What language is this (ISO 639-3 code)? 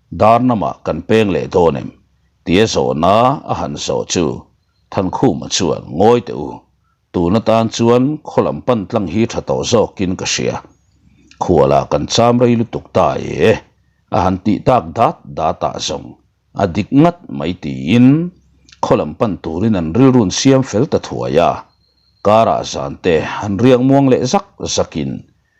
lus